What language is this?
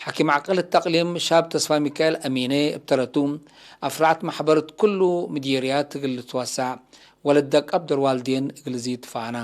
Tigre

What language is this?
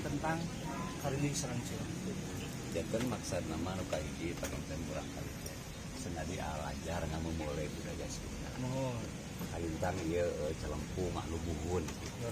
Sundanese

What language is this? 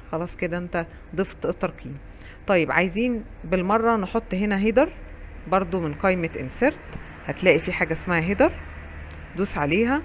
Egyptian Arabic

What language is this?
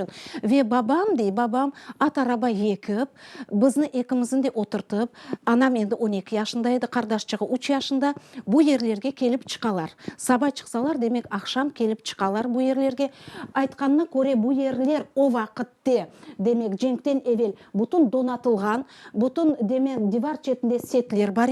Crimean Tatar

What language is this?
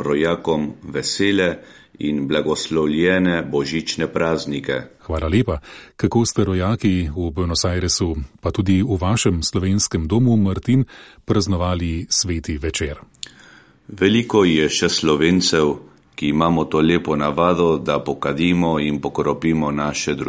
Slovenian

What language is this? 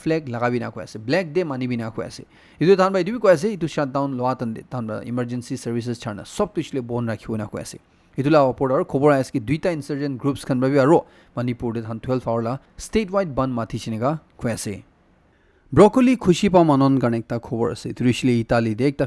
Naga Pidgin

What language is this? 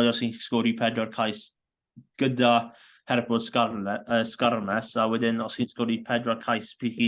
Welsh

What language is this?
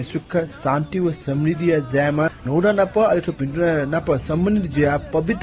Newari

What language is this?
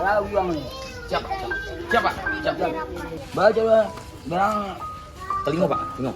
Minangkabau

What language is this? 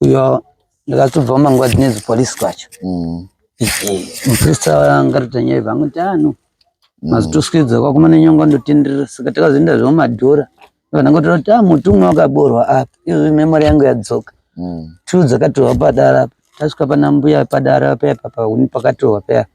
Shona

